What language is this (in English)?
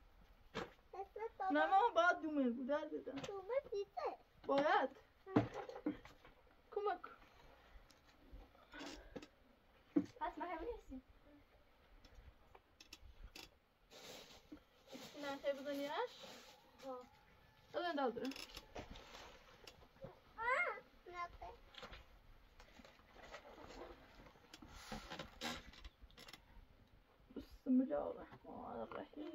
Persian